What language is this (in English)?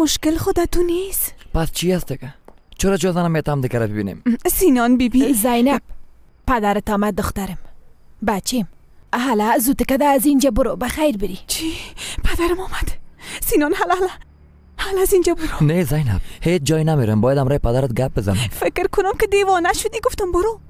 Persian